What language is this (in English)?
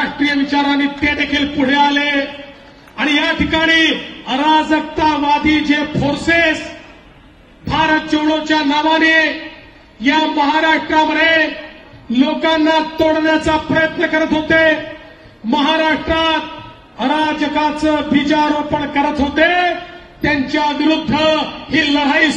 Marathi